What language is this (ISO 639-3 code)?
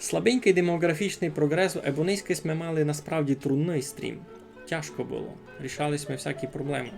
rue